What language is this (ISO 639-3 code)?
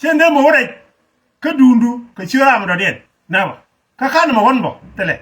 nus